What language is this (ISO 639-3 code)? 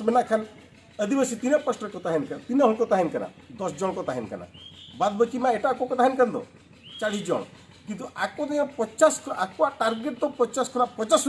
sat